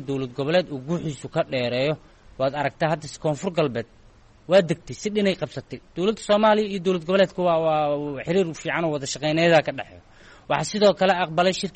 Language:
Somali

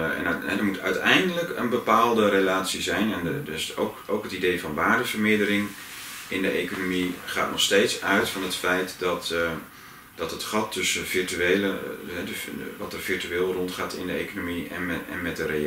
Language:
Dutch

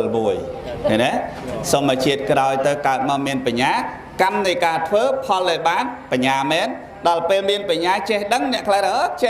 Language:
Khmer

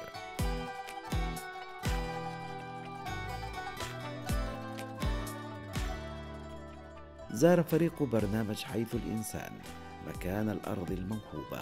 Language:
Arabic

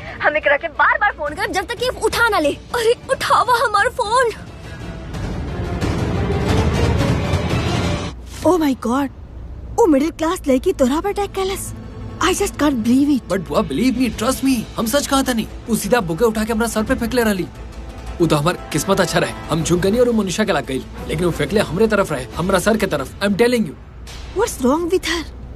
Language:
Bhojpuri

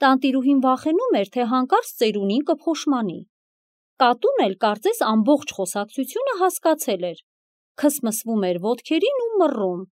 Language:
Armenian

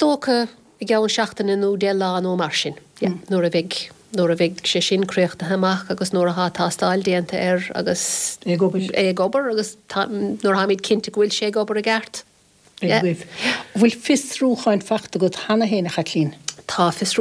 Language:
Irish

